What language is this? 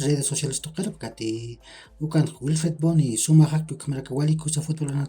Aymara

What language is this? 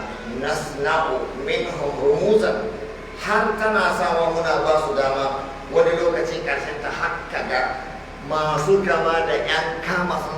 Hausa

